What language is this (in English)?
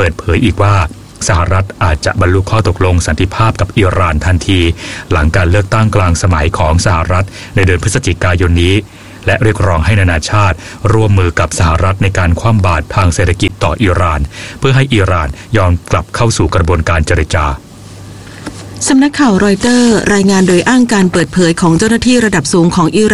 Thai